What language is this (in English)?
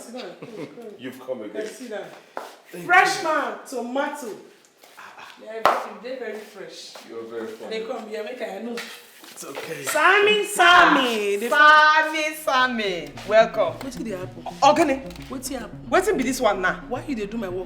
Nigerian Pidgin